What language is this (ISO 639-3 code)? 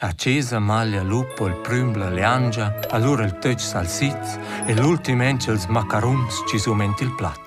roh